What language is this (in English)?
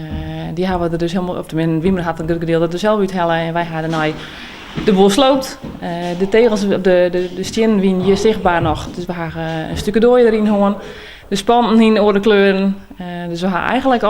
Western Frisian